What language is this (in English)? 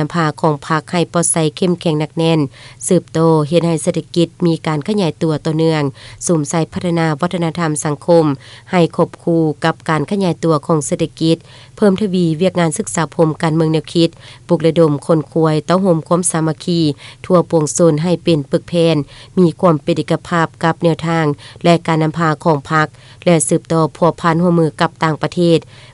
Lao